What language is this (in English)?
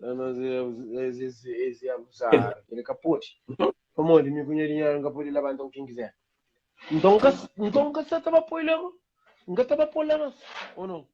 Kabuverdianu